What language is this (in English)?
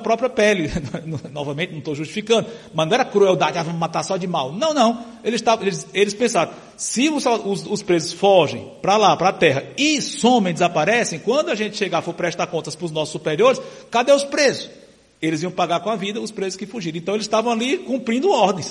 Portuguese